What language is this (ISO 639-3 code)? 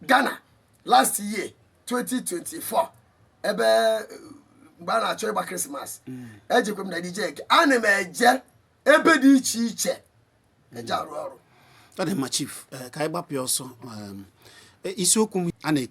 ibo